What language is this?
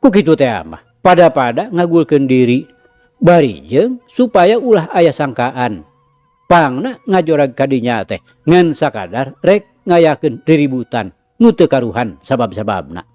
Sundanese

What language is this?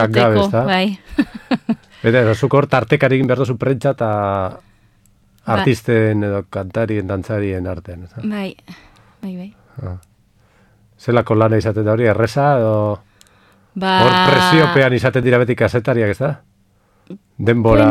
Basque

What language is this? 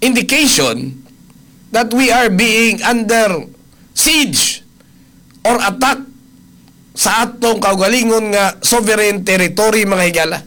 Cebuano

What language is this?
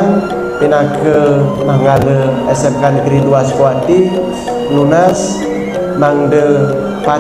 Balinese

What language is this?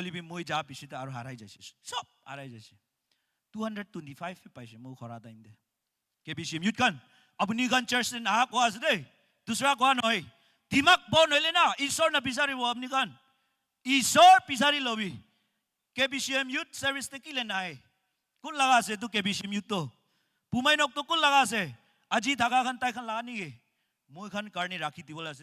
Naga Pidgin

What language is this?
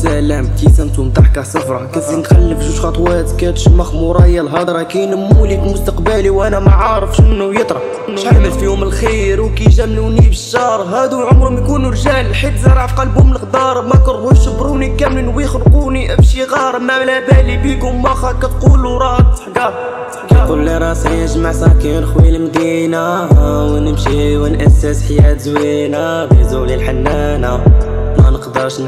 Moroccan Arabic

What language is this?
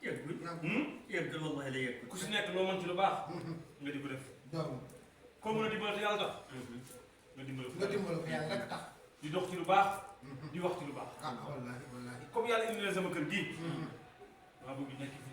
Wolof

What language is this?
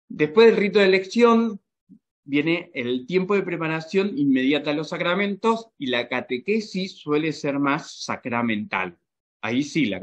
Spanish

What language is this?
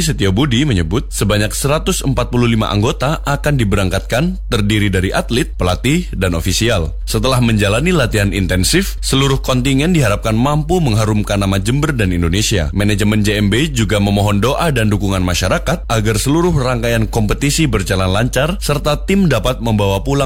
Indonesian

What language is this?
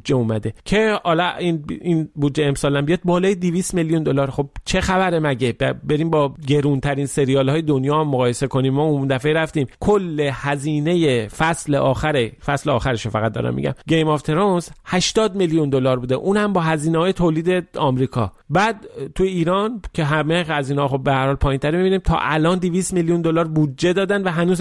Persian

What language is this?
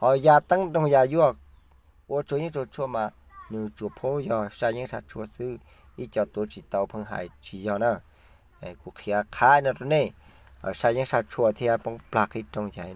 Hmong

